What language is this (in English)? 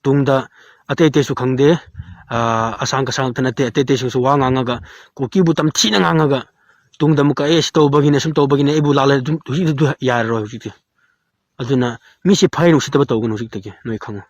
Manipuri